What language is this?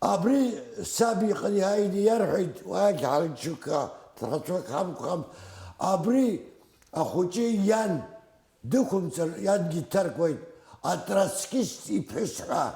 Abkhazian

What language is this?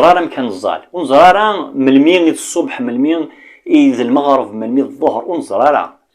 Kabyle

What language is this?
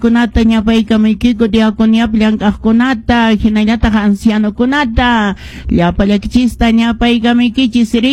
Quechua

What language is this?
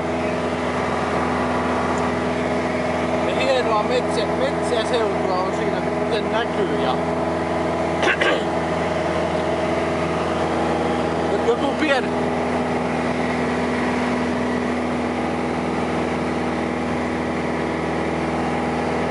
Finnish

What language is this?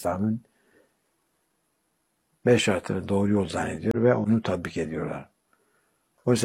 Turkish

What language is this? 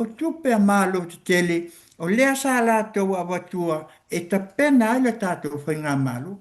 Samoan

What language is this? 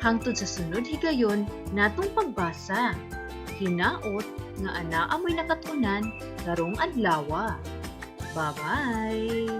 Cebuano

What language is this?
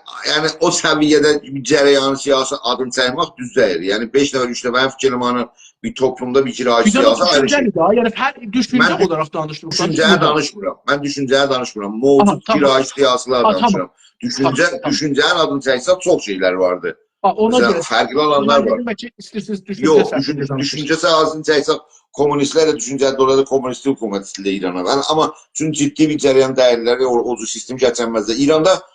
South Azerbaijani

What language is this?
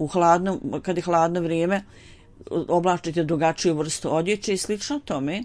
Bosnian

